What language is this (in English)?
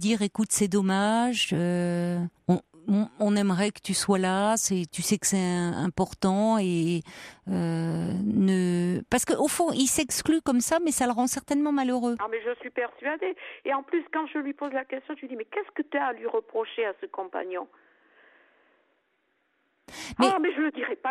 French